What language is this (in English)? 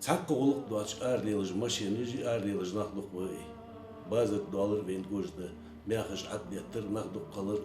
Ingush